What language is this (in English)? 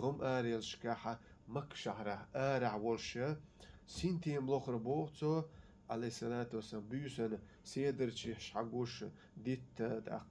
Chechen